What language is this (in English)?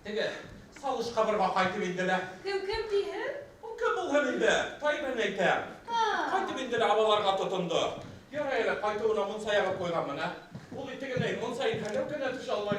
Bashkir